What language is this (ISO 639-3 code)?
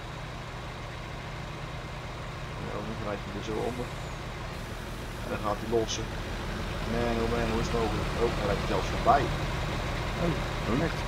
nld